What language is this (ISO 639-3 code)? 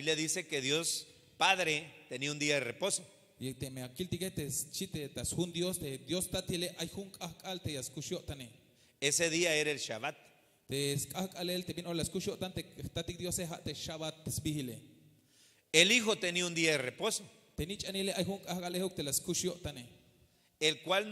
tzh